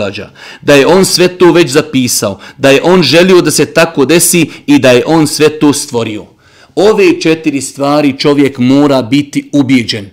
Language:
Bosnian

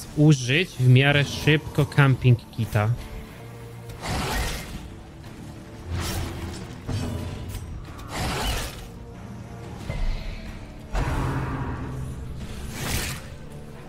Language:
Polish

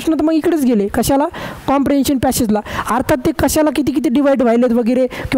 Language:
Marathi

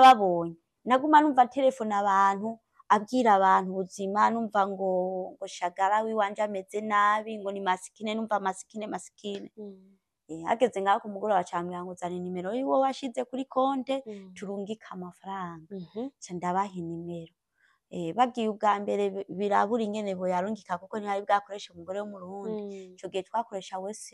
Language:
Rundi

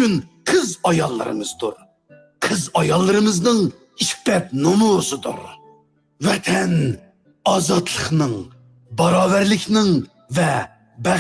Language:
Uyghur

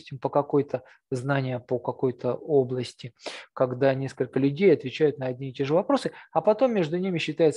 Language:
Russian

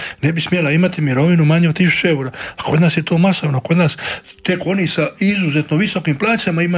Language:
Croatian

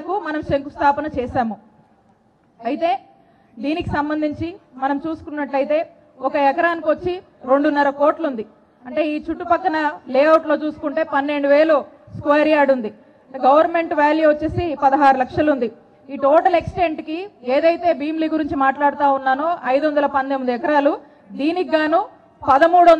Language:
Telugu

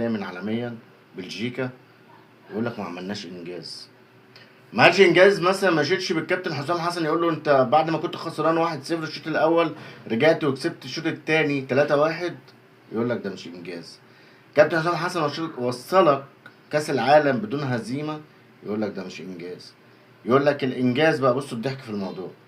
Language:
Egyptian Arabic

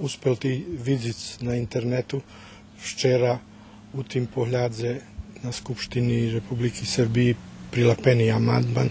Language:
Rusyn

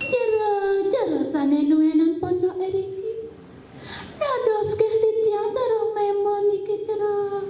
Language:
Balinese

